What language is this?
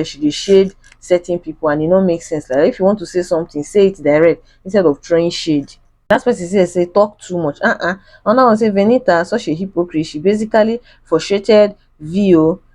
Nigerian Pidgin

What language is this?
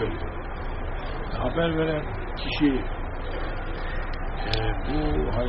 Turkish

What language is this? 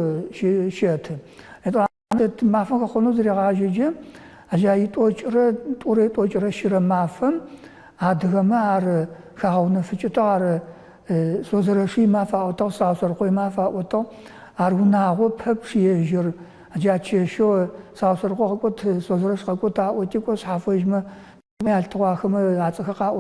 Adyghe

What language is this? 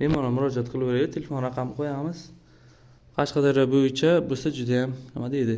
Uzbek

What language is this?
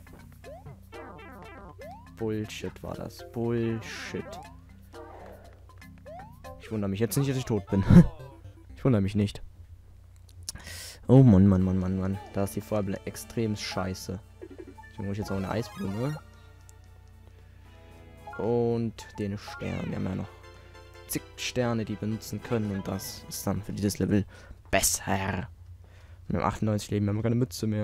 German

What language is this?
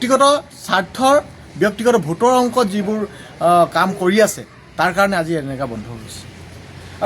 Assamese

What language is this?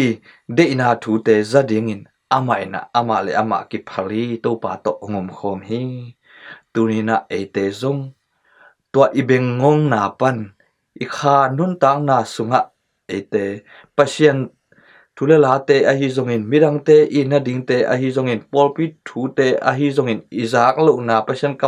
Tedim Chin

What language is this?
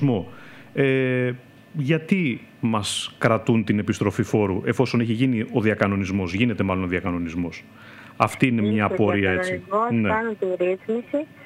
Greek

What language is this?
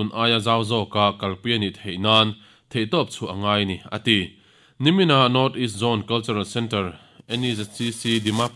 Mizo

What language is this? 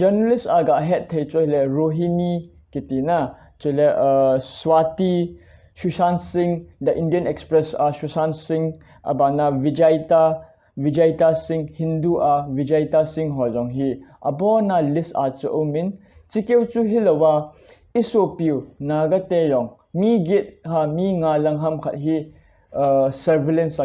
Thado Chin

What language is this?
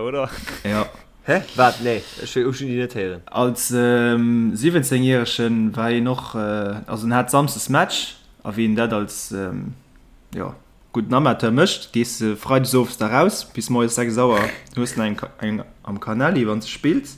Luxembourgish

